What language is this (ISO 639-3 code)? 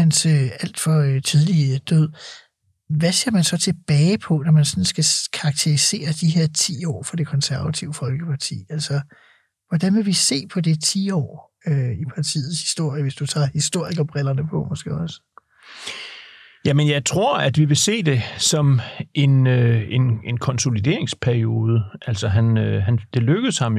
dan